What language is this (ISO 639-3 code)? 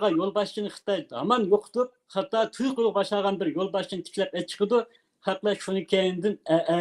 uig